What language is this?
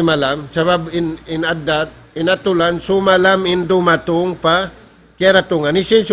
Tausug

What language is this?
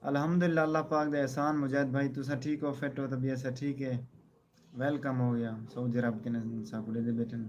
Saraiki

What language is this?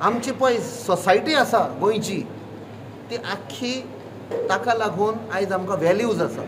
Konkani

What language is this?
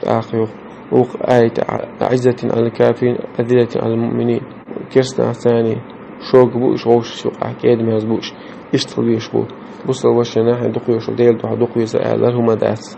Chechen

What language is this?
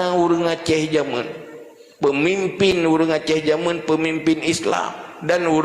Achinese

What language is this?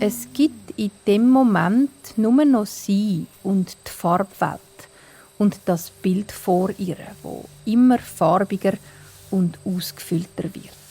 Swiss German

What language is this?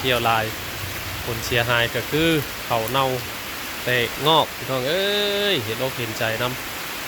Northeastern Thai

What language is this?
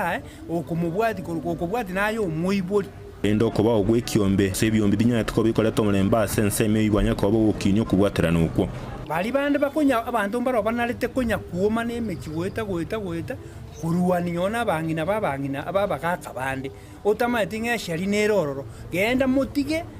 Gusii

